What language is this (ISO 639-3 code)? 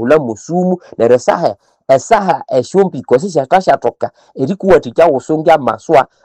nnb